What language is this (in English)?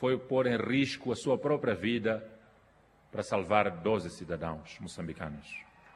Portuguese